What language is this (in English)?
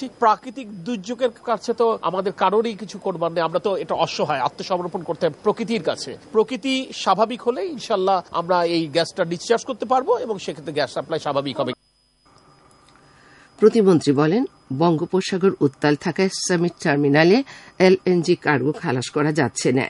Bangla